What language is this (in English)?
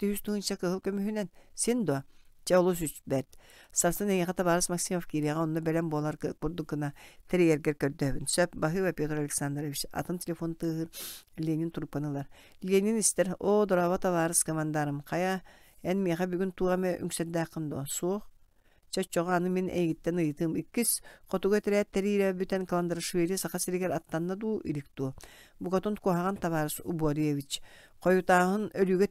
Yakut